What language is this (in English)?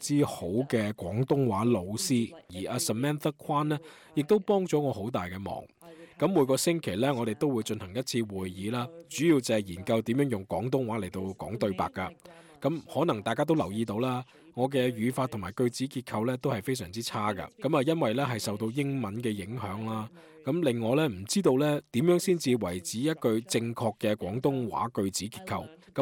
Cantonese